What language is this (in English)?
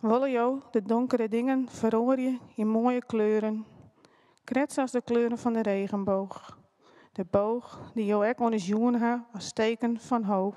Western Frisian